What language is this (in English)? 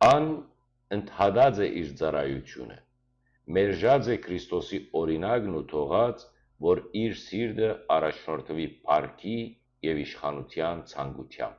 Western Armenian